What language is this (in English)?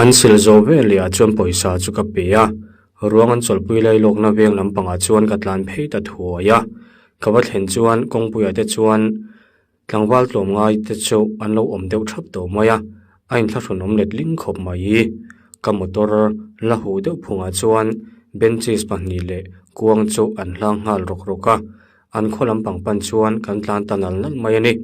Mizo